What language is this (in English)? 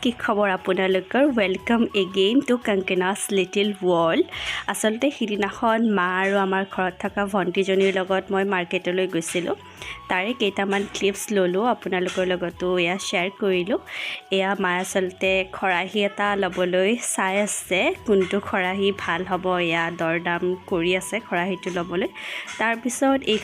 Assamese